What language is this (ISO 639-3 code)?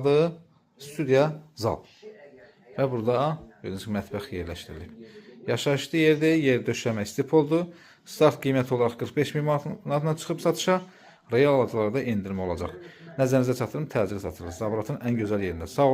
aze